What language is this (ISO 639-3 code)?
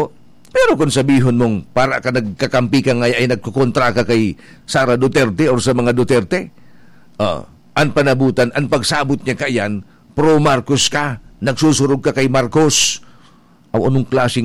bik